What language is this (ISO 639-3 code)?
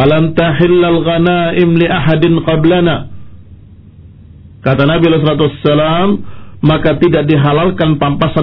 ind